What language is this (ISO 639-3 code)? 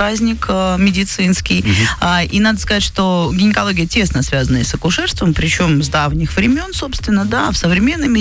rus